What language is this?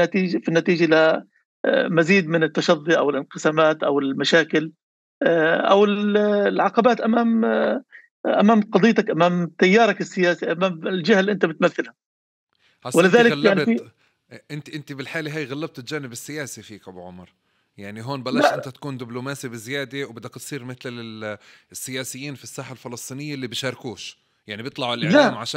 North Levantine Arabic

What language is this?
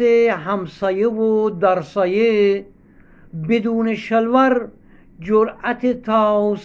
Gilaki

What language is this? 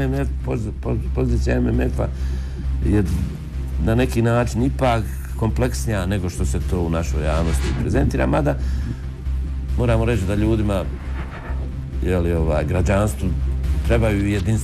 Bosnian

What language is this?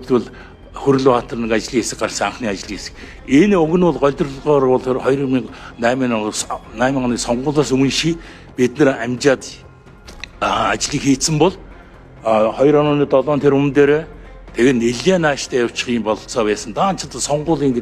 Mongolian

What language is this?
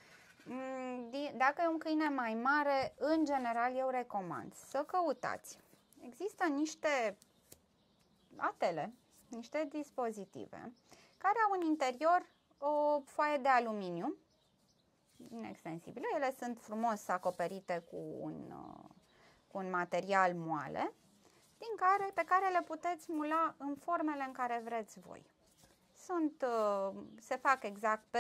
Romanian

